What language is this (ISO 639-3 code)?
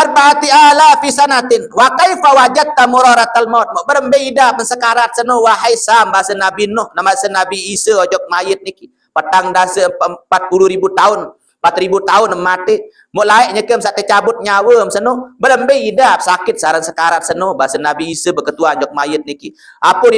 sas